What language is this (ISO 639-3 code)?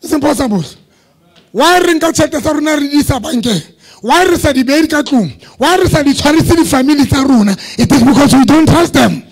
sot